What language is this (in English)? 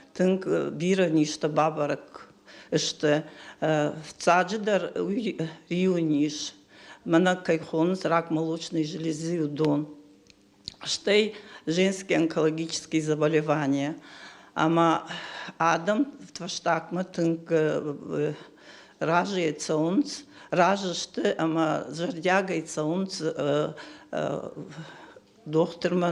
Ossetic